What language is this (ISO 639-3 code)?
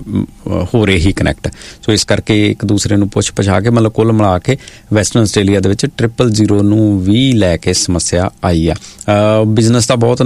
pan